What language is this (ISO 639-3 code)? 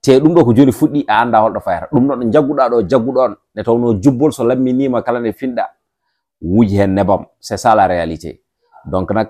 ful